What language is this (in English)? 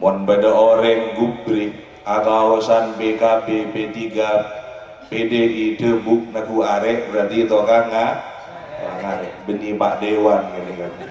Madurese